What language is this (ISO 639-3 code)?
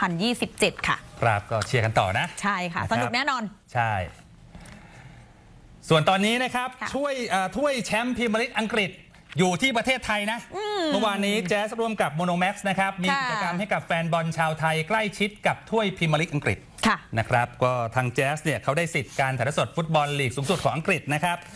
tha